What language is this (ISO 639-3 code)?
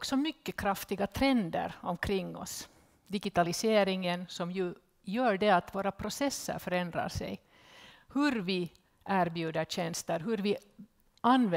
swe